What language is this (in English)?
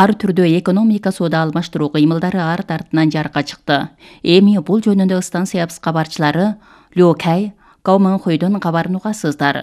Kyrgyz